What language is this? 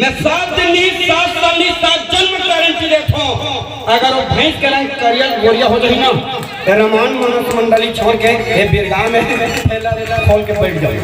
Chhattisgarhi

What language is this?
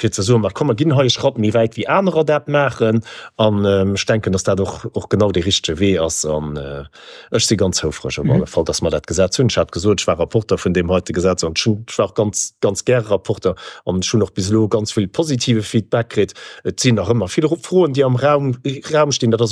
Luxembourgish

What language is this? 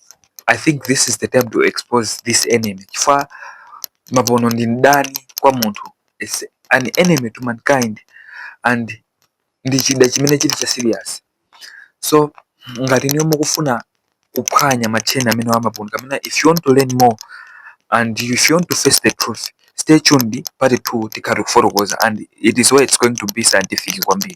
Nyanja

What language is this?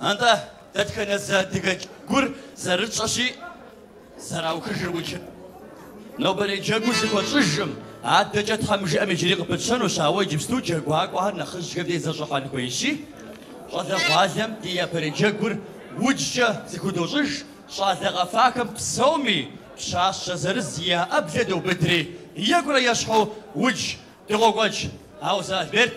Kabardian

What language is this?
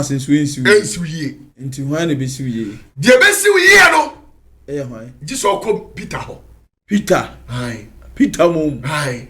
Akan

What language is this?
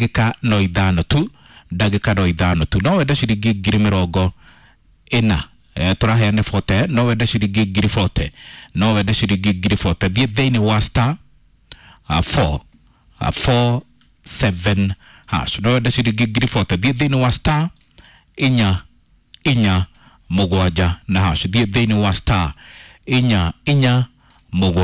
Kikuyu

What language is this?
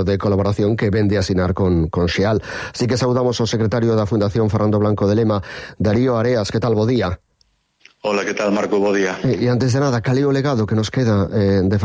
Galician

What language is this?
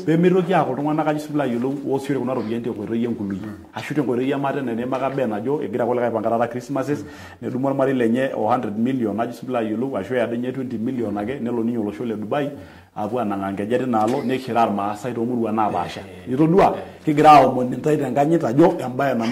Masai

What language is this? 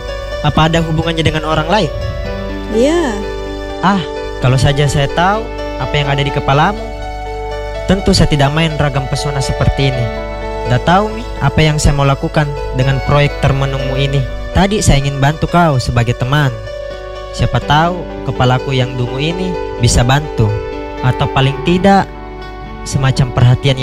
Indonesian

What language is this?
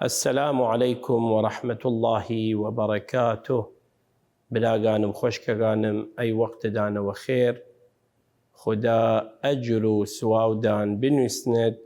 Southern Kurdish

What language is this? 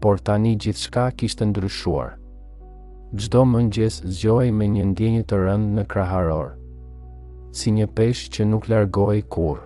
Albanian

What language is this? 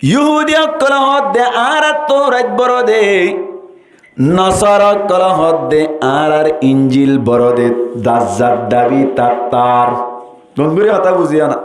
Rohingya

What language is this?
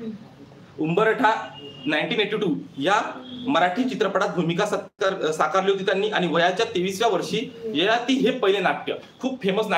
Marathi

